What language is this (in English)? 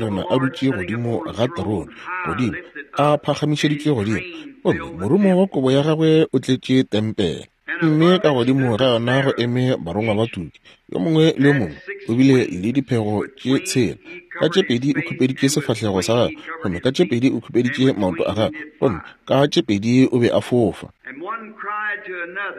Northern Sotho